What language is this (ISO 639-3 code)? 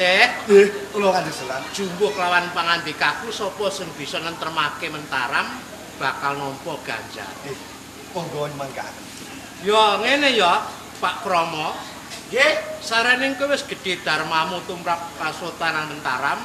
jav